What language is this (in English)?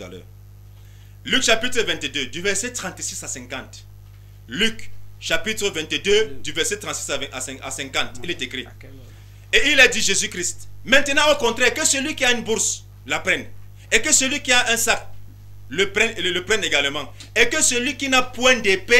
French